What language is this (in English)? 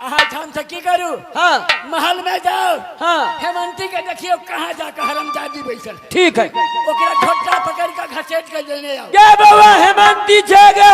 Maithili